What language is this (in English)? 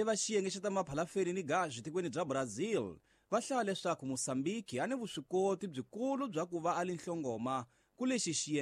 Tsonga